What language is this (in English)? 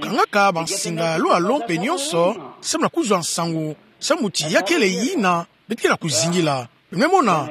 Kituba (Democratic Republic of Congo)